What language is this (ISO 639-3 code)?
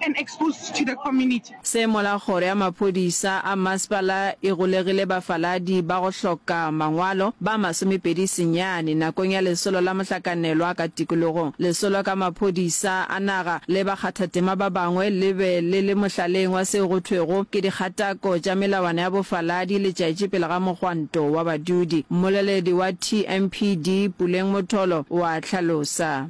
nso